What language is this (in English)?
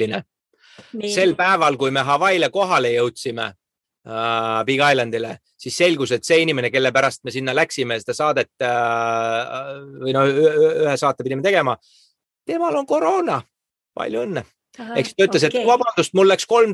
Estonian